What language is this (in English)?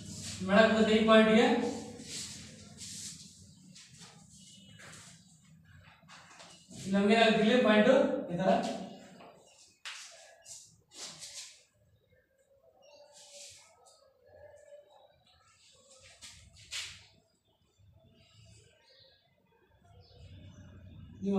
Kannada